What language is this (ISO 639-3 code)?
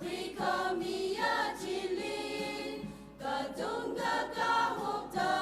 nmf